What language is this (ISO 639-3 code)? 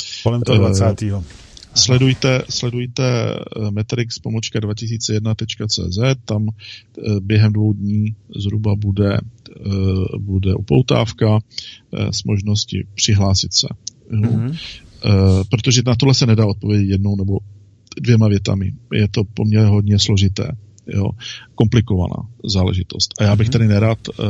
ces